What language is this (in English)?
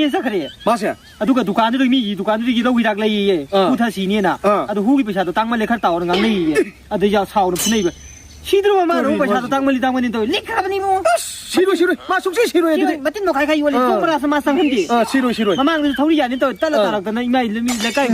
Manipuri